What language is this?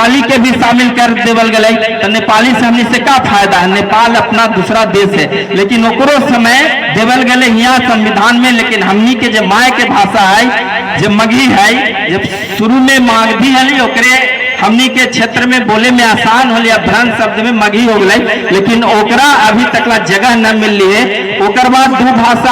Magahi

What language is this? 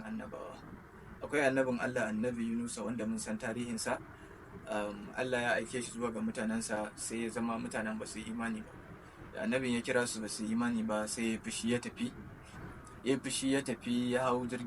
Hausa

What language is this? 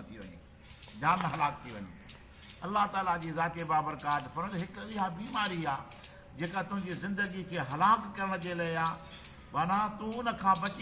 Sindhi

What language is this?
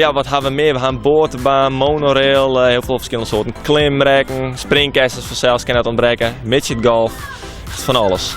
Western Frisian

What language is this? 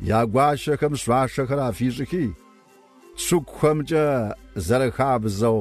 Kabardian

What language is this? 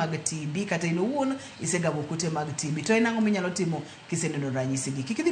Luo (Kenya and Tanzania)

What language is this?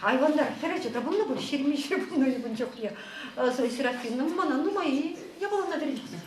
Chuvash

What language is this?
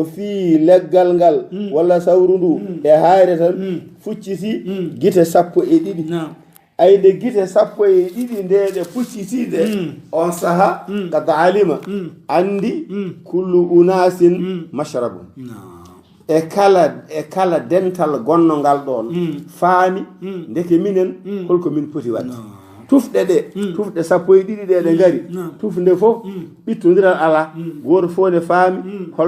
Fula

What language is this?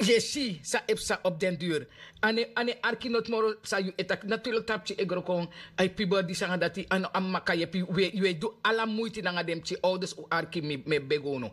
Sranan Tongo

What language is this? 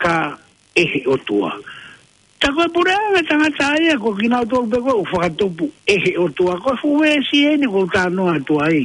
Tongan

